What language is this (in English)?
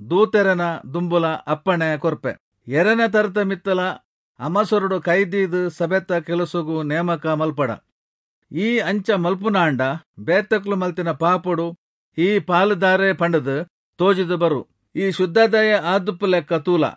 Tulu